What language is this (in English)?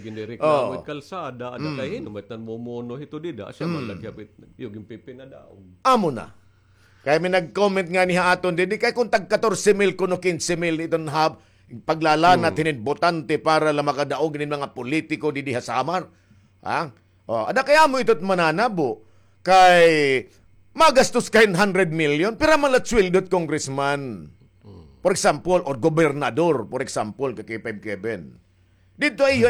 Waray